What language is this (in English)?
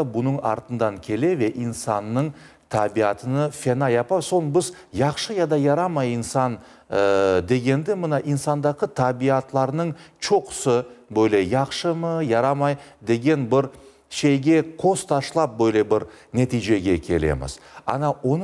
Crimean Tatar